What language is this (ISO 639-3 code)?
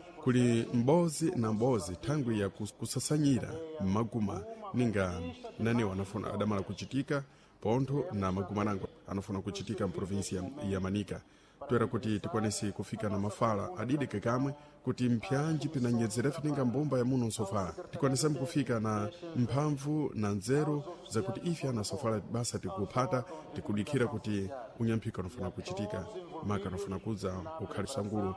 seh